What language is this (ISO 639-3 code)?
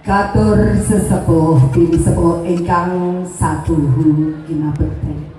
jav